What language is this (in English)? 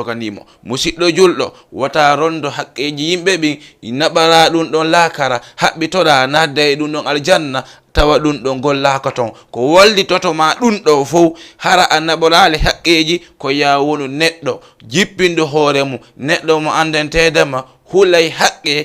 Fula